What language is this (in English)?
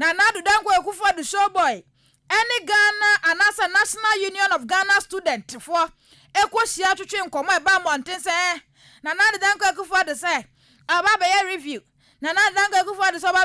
Akan